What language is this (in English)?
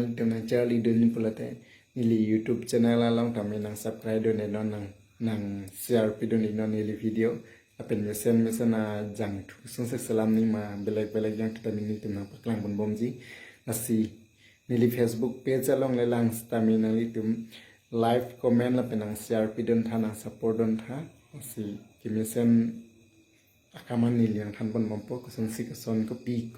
Karbi